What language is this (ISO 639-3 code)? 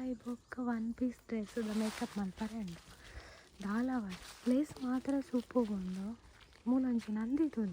tcy